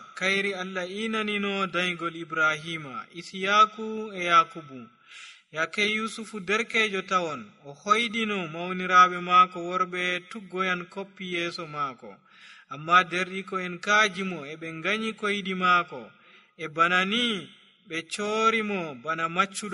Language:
Nigerian Fulfulde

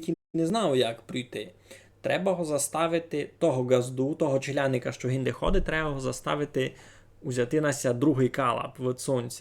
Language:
Rusyn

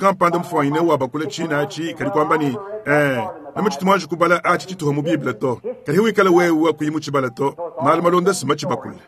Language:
Luba-Lulua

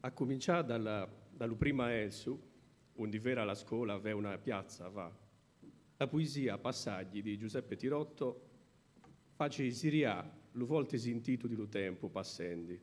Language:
Sardinian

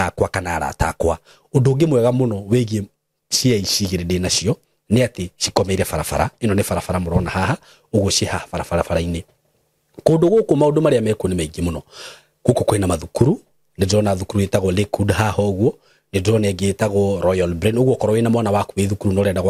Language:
Kikuyu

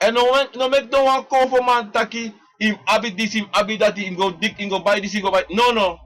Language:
Sranan Tongo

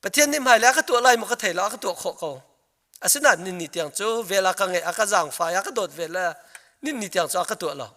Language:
Hakha Chin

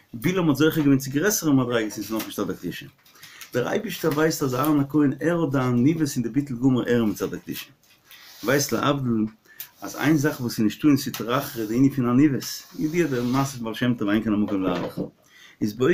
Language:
Yiddish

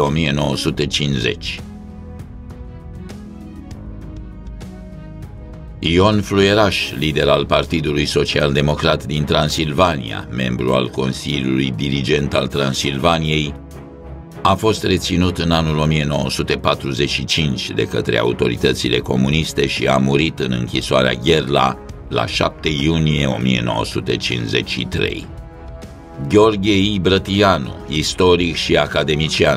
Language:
Romanian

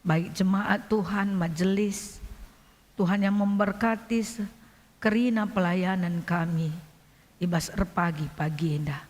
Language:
Batak Karo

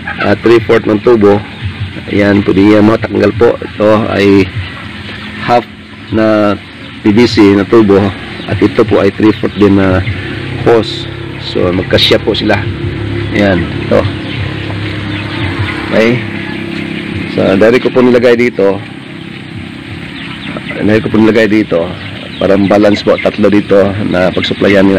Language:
Filipino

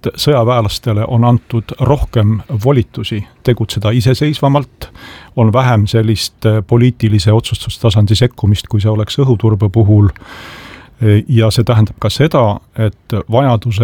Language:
Estonian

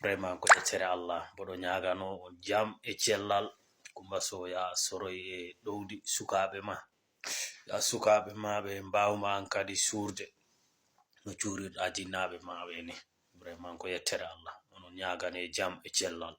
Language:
Fula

